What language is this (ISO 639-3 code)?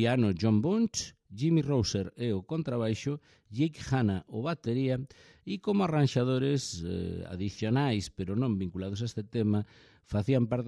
glg